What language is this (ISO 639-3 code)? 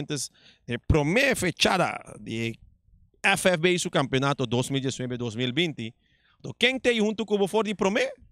pap